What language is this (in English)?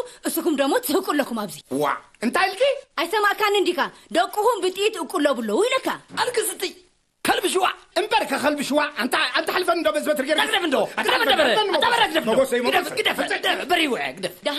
Tigrinya